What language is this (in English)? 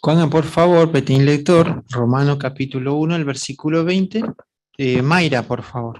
Guarani